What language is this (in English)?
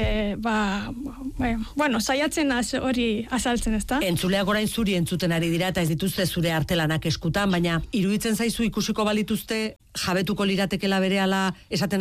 Basque